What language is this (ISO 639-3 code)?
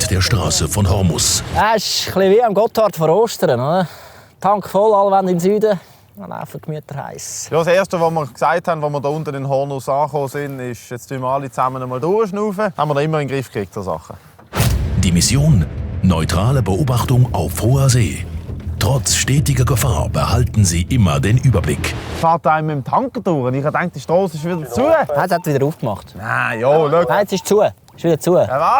gsw